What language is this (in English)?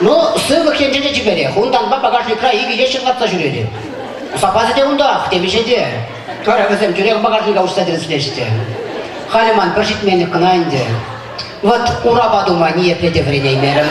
Chuvash